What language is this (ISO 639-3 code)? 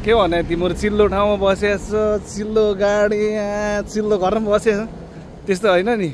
nep